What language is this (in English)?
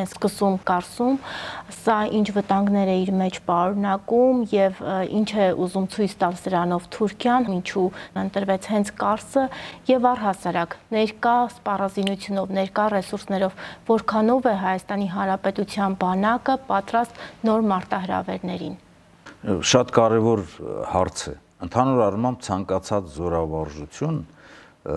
Armenian